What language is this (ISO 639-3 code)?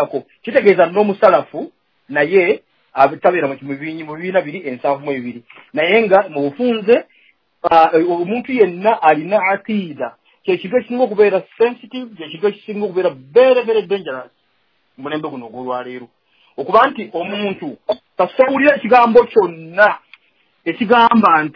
lug